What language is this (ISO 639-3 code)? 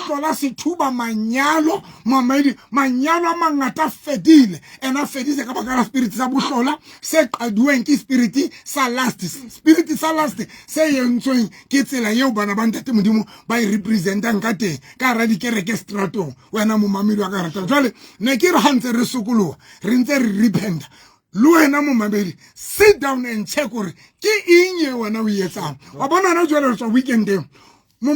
sot